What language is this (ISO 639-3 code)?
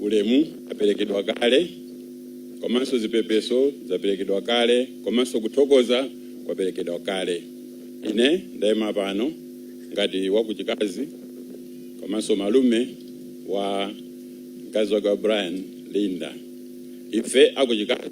nya